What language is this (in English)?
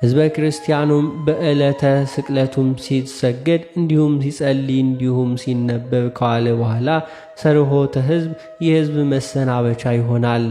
Amharic